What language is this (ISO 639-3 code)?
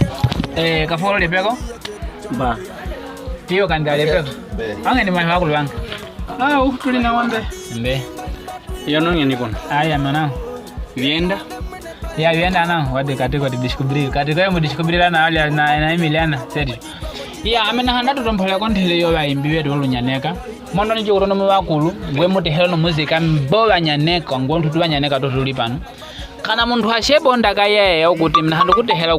nyk